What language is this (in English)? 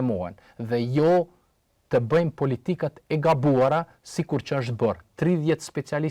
Albanian